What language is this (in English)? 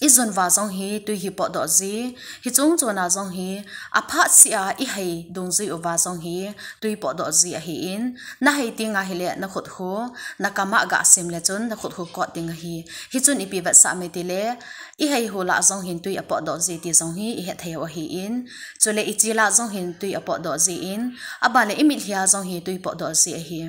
Thado Chin